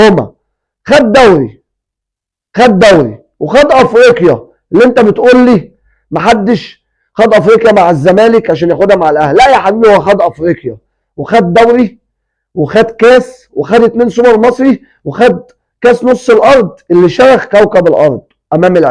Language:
Egyptian Arabic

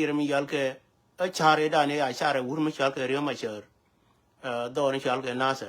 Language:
Nuer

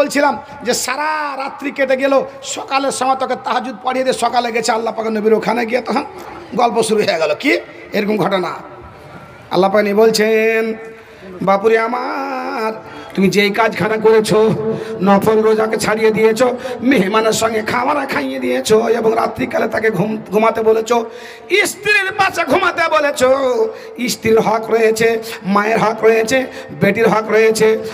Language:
Bangla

